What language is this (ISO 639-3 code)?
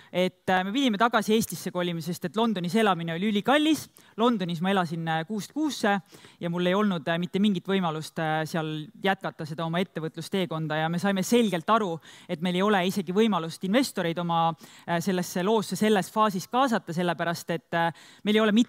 est